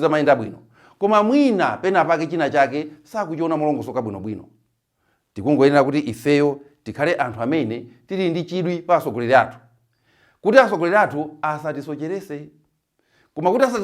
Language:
Nyanja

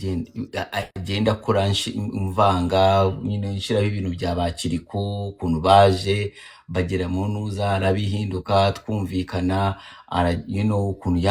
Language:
Kinyarwanda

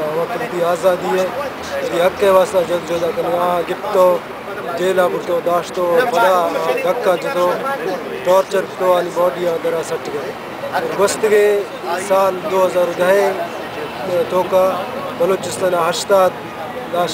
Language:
Baluchi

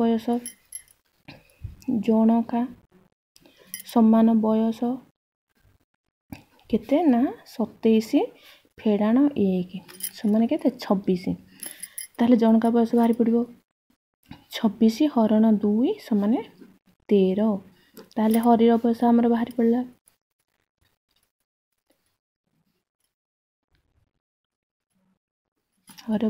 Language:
Odia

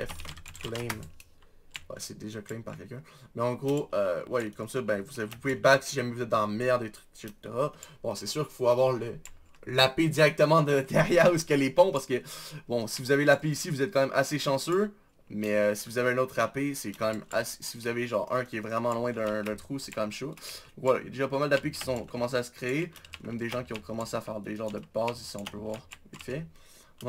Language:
French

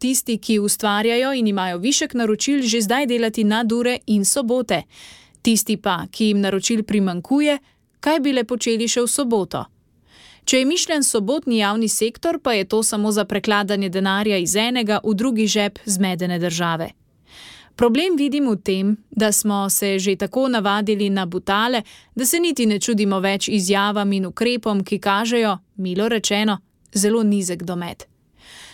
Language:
Slovenian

